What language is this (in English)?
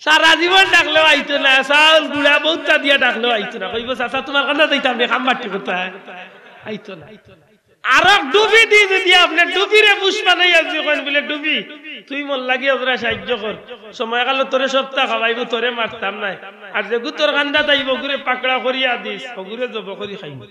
Sylheti